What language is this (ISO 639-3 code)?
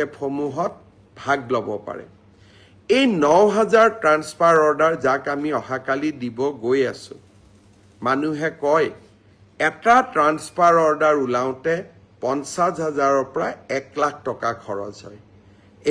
asm